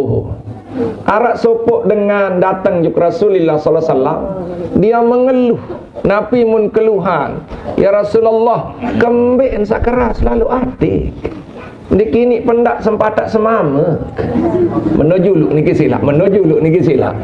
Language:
Sasak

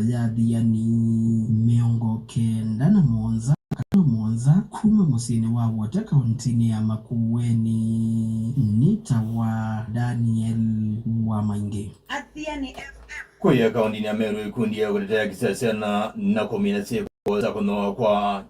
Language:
Kamba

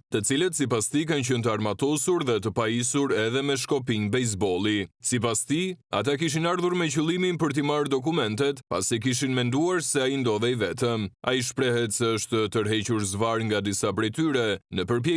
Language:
Albanian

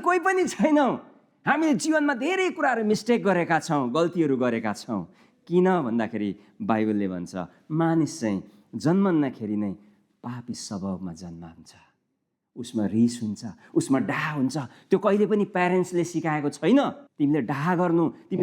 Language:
Nepali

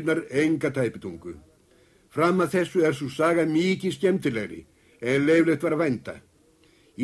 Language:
Icelandic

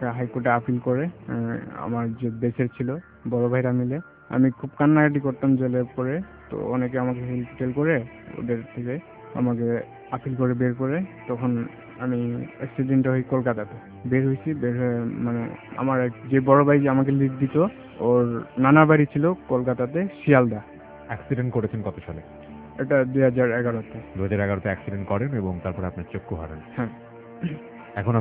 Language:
Bangla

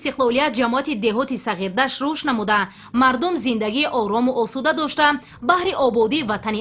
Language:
Tajik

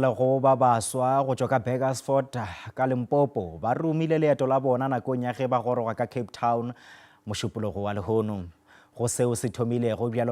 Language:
Northern Sotho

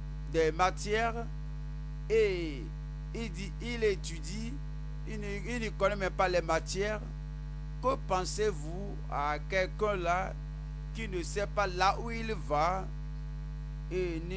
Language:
French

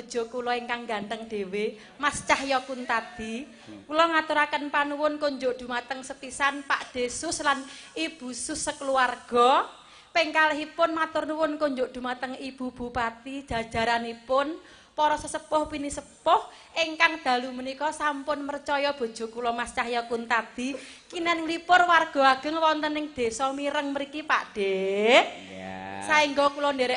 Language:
Javanese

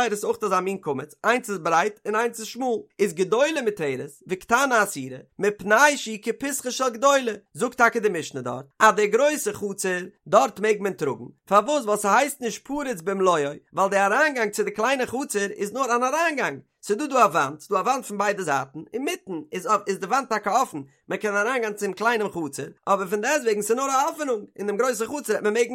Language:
Yiddish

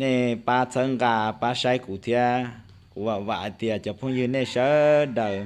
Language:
Hmong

